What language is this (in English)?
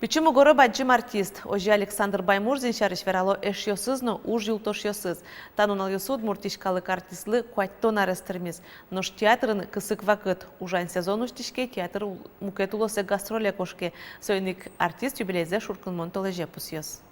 Udmurt